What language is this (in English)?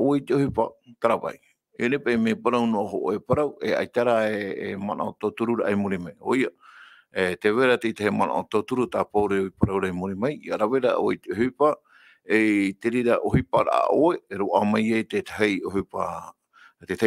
Tahitian